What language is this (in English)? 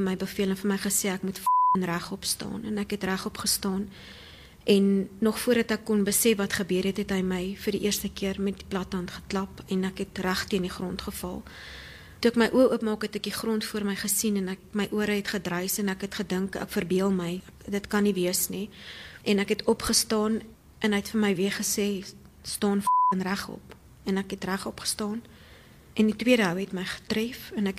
Afrikaans